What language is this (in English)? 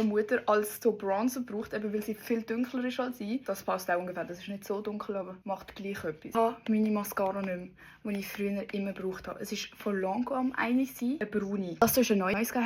Swiss German